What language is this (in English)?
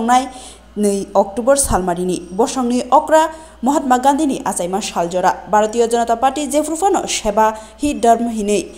Kok Borok